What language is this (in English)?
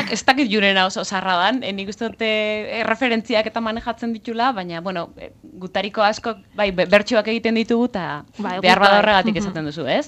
Basque